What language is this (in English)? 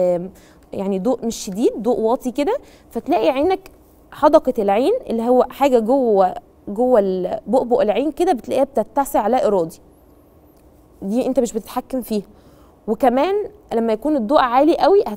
Egyptian Arabic